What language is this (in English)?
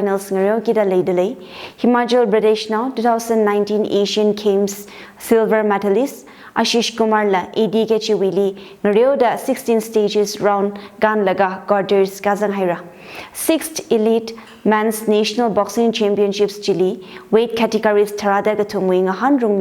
Tangkhul Naga (India)